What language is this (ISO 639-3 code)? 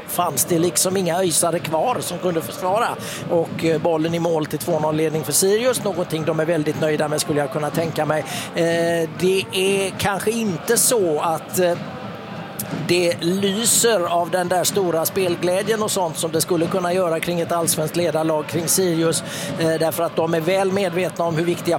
swe